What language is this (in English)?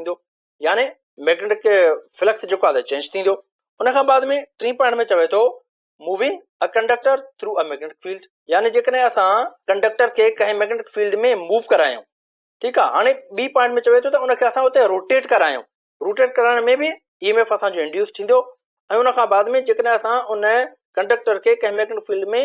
Sindhi